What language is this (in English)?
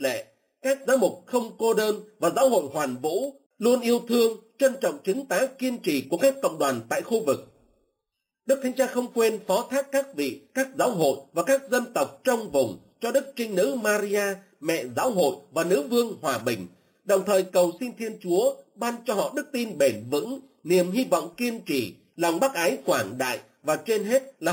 Vietnamese